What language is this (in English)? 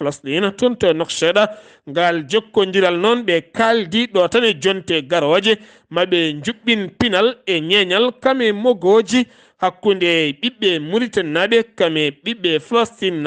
Fula